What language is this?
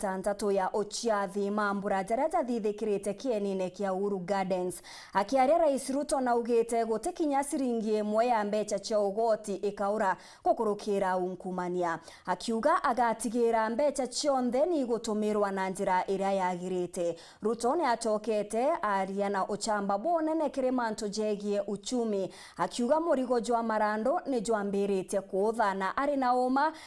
Meru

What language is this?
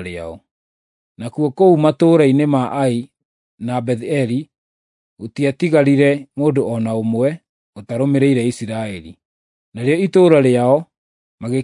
Kikuyu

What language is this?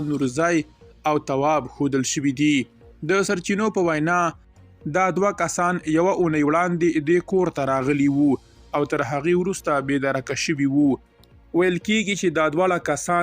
Pashto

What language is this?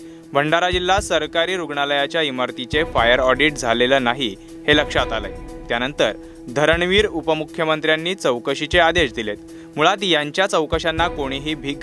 Marathi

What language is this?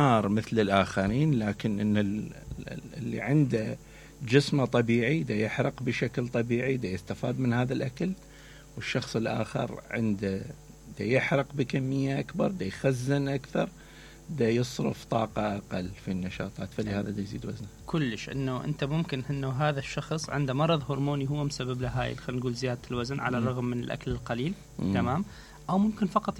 Mesopotamian Arabic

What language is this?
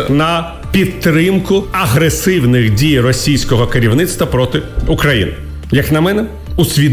Ukrainian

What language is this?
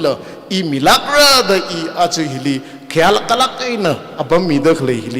Tangkhul Naga (India)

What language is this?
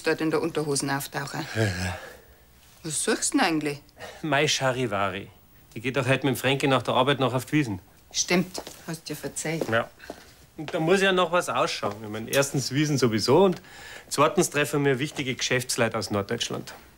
Bavarian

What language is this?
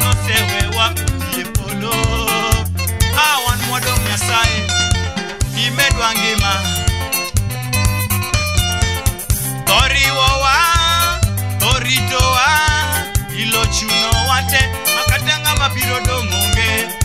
Luo (Kenya and Tanzania)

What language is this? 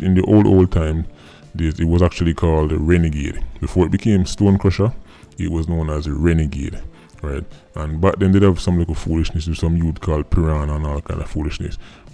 Jamaican Creole English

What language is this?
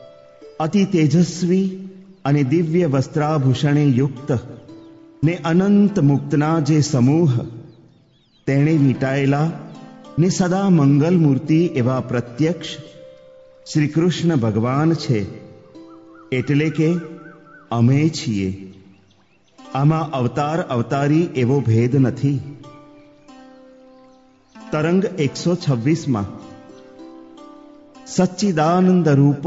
Gujarati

